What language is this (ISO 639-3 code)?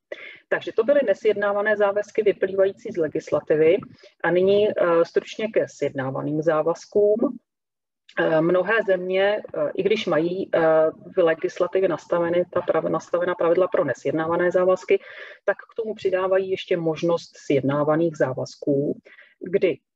ces